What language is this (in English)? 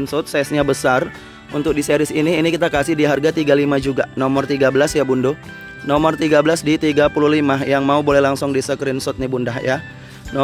Indonesian